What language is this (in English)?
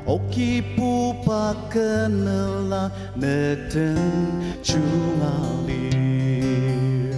Ao Naga